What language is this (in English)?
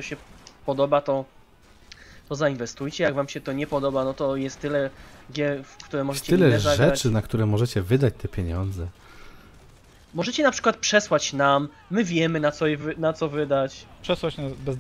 Polish